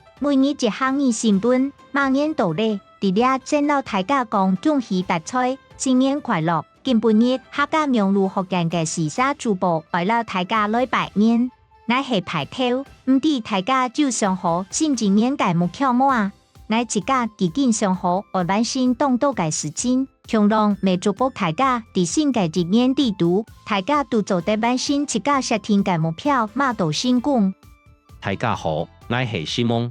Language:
Hakka Chinese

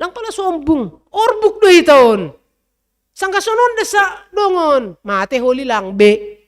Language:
Batak Simalungun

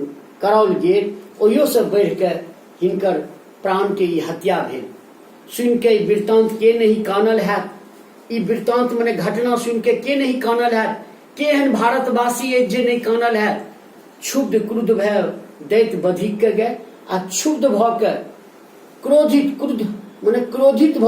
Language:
Maithili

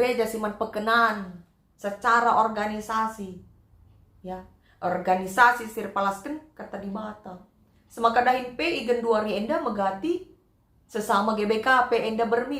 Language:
Batak Karo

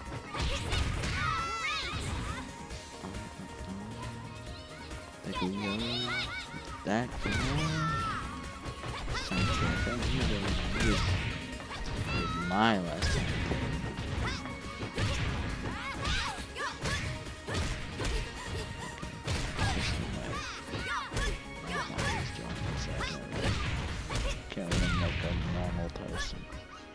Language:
English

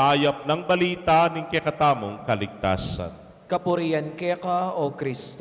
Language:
Pampanga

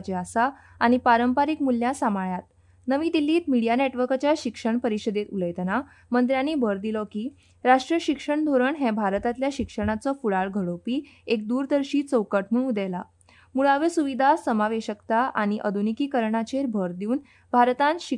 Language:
Konkani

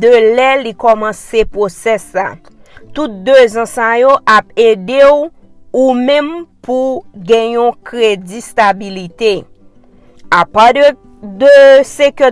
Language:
Haitian Creole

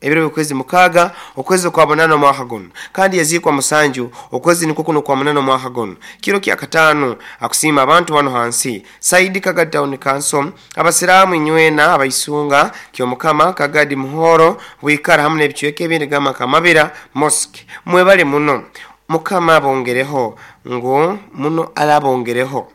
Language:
Nyoro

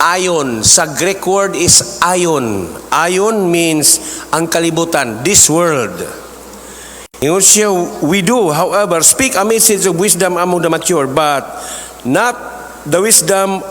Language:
Cebuano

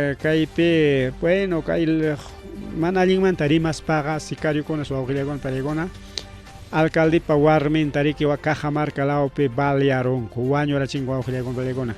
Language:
Ayacucho Quechua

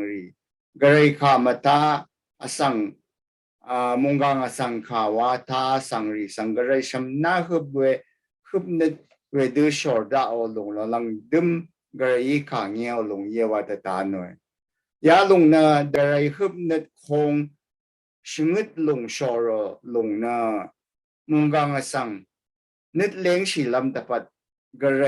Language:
Rawang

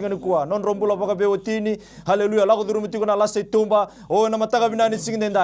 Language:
Fijian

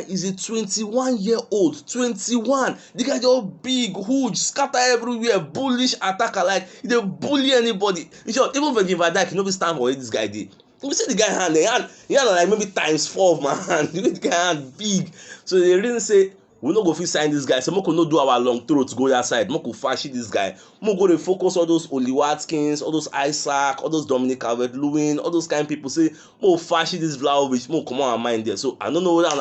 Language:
Nigerian Pidgin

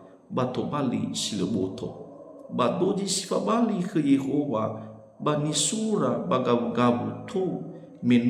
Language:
Nias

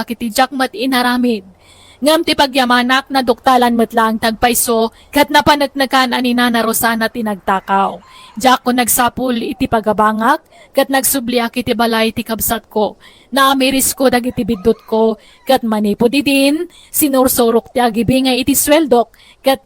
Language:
Iloko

